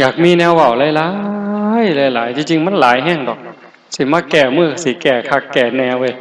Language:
Lao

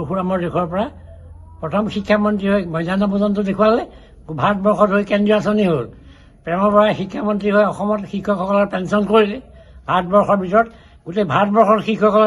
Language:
Assamese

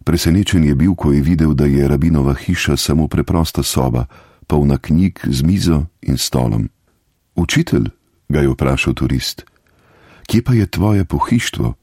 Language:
Slovenian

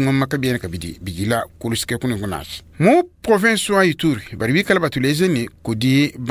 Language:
Luba-Lulua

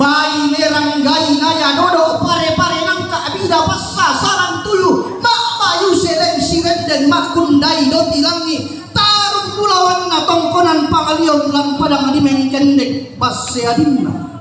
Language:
Toraja-Sa'dan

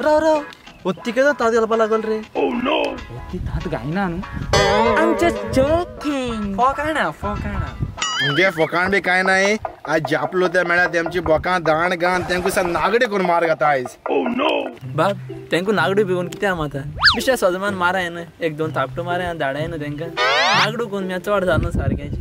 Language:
Konkani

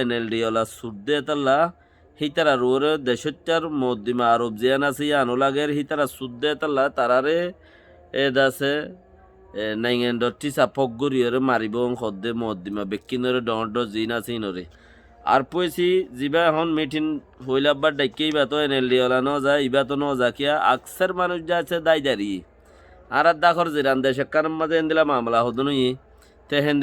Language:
Rohingya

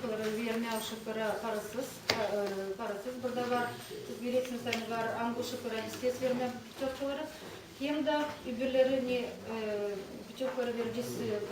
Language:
Gagauz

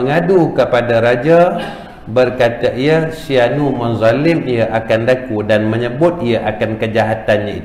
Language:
Malay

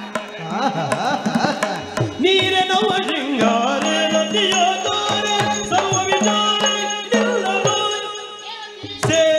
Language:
Kannada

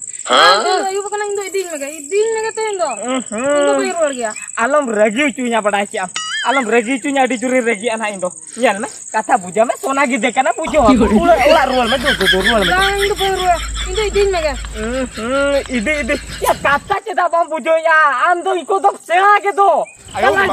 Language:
Santali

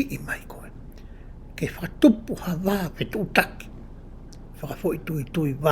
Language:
Tongan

